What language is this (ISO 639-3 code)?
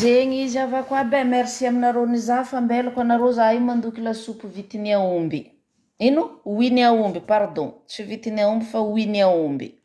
mlg